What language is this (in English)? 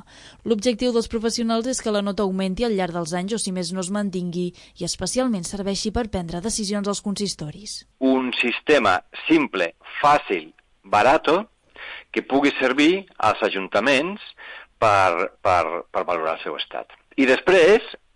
Catalan